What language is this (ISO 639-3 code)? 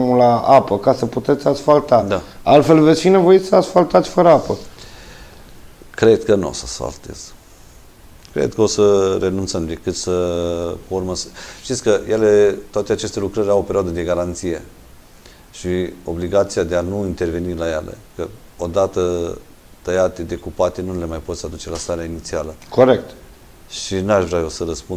ron